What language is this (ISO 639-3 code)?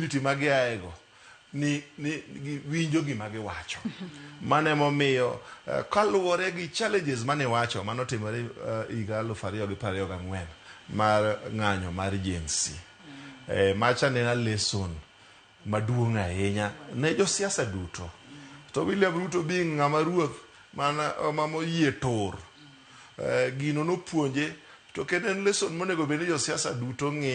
luo